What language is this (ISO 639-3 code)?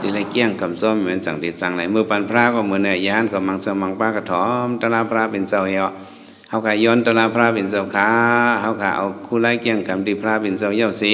shn